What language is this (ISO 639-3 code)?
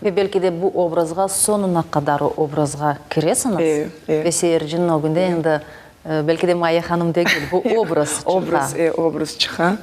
crh